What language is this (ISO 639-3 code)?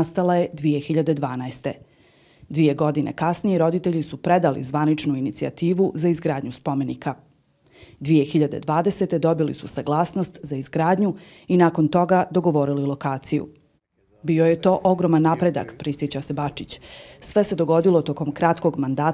hrv